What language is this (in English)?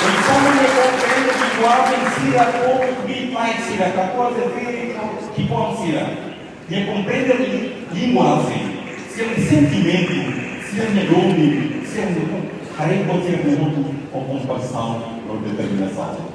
Tetum